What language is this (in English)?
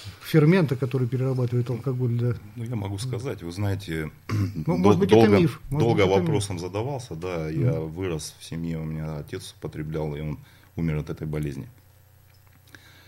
Russian